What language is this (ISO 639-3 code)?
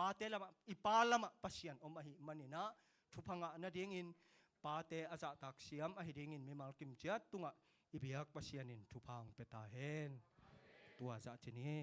ctd